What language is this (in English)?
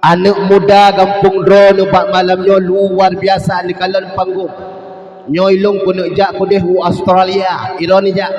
Achinese